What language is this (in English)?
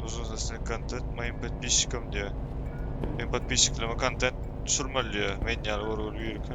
Turkmen